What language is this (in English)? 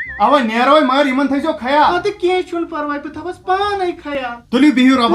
Kashmiri